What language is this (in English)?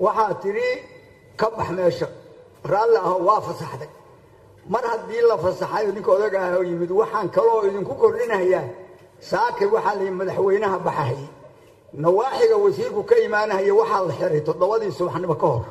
Somali